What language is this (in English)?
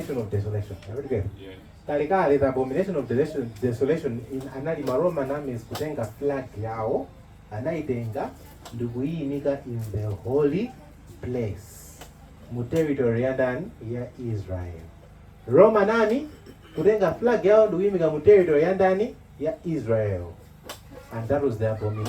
Nyanja